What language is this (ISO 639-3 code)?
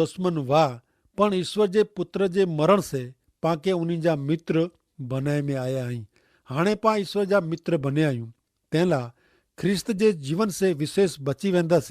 kfr